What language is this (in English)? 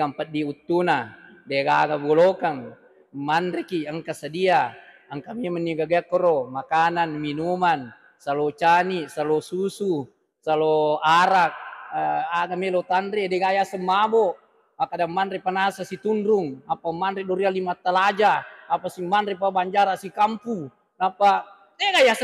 Buginese